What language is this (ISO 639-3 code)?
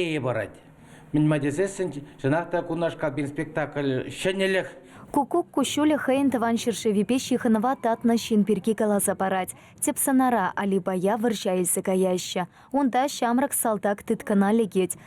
chv